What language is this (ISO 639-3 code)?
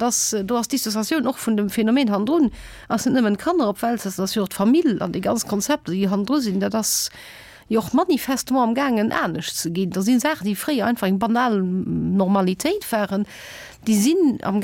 ltz